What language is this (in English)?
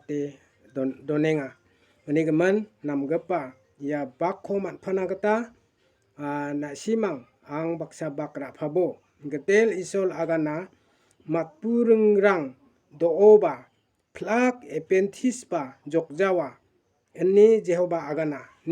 Garo